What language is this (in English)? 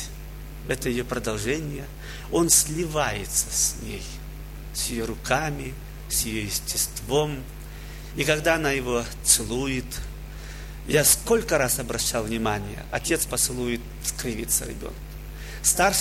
Russian